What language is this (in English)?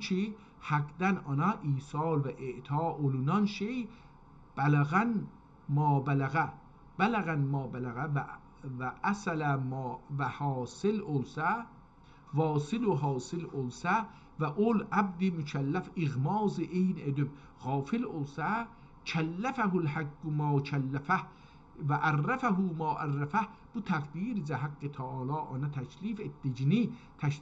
South Azerbaijani